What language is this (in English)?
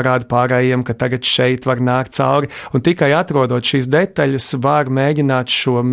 Latvian